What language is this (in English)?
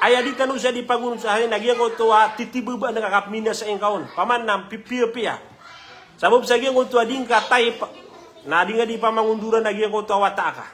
Maranao